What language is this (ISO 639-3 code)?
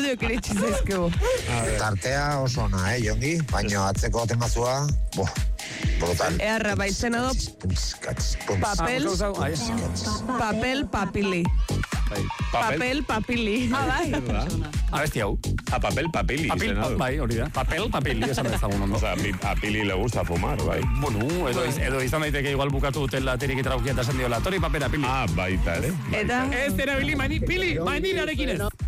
eus